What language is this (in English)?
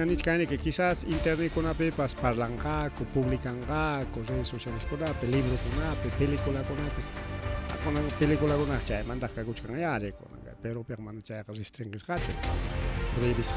Ayacucho Quechua